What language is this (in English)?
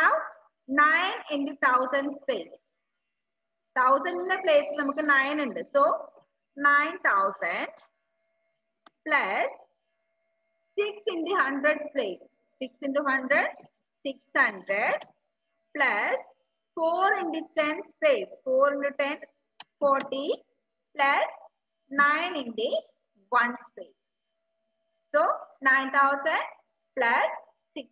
Malayalam